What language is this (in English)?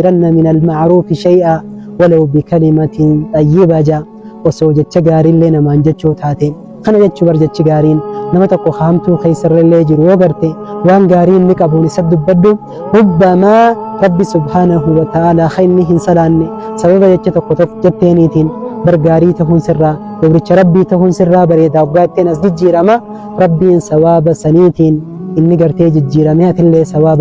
Oromo